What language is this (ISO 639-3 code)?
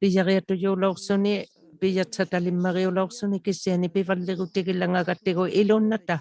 iku